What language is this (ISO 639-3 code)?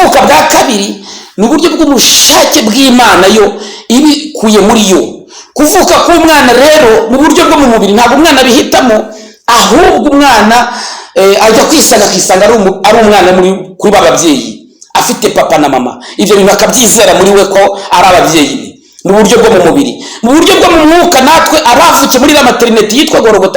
kin